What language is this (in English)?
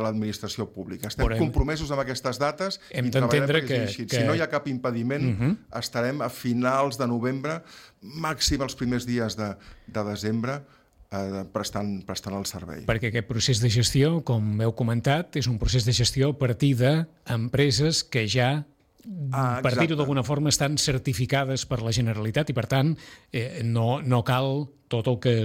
Catalan